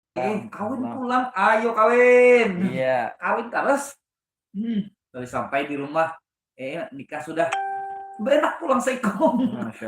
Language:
Banjar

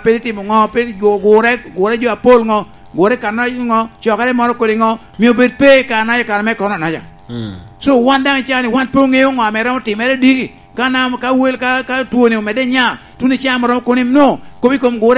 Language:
Lango (Uganda)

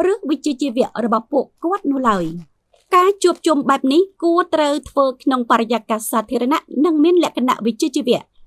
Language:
Khmer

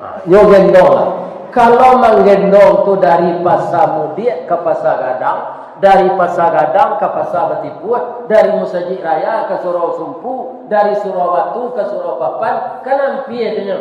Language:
Minangkabau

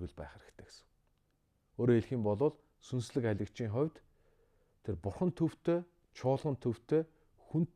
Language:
Mongolian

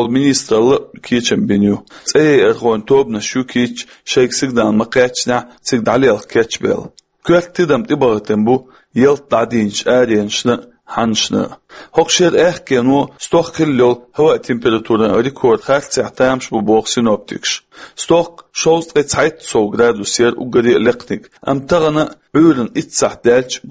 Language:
Chechen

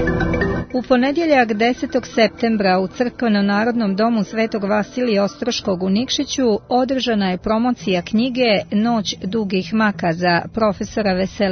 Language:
Serbian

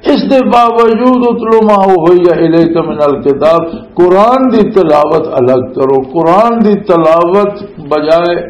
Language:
Western Panjabi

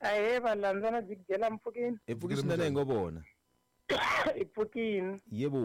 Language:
Tsonga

